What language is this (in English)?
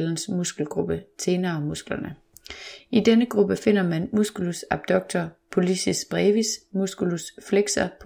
Danish